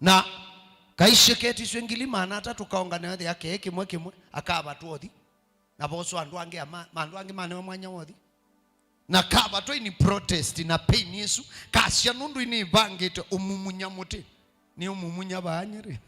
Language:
Kamba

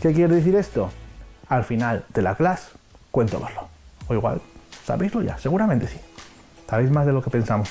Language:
Asturian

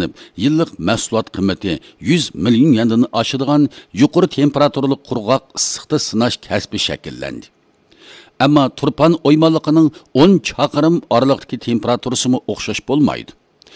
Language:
Uyghur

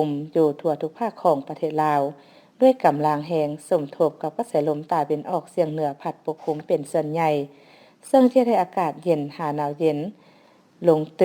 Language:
Lao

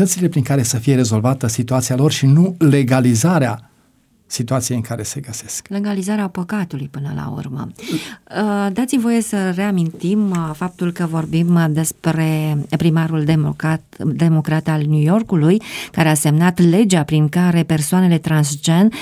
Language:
Romanian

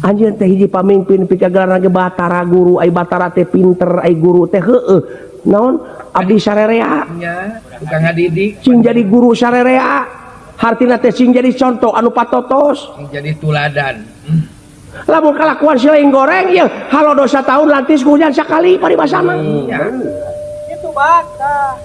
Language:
Sundanese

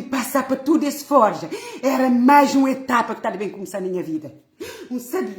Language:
Kabuverdianu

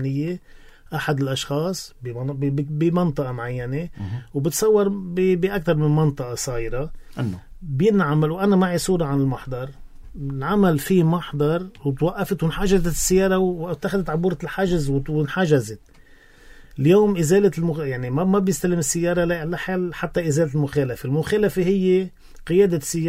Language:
North Levantine Arabic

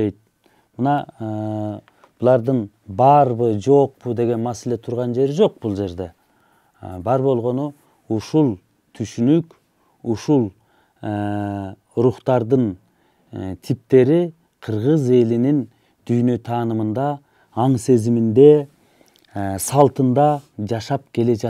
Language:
Kyrgyz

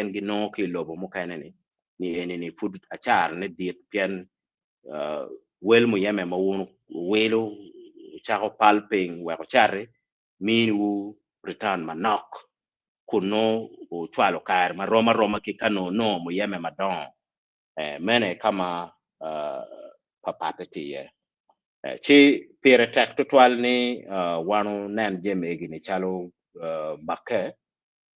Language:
Acoli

